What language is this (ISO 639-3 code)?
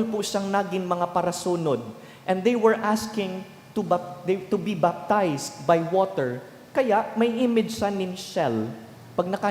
bik